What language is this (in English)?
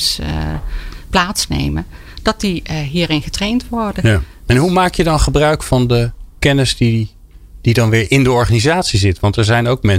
Dutch